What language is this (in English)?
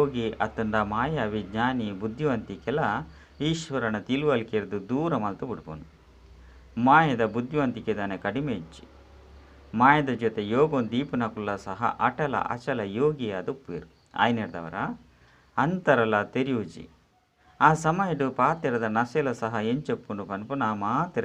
Tulu